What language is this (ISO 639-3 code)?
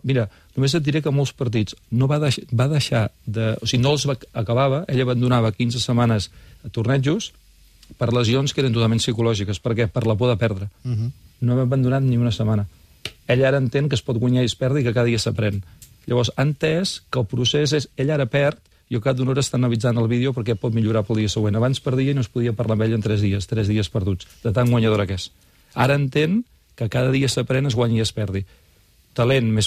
cat